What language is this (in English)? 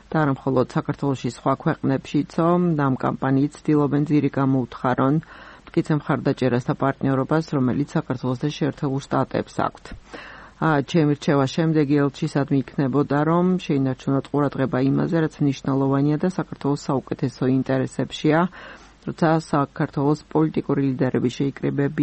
Georgian